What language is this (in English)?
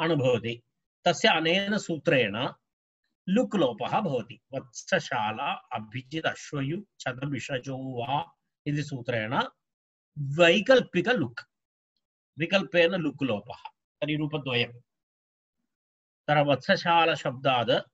Sanskrit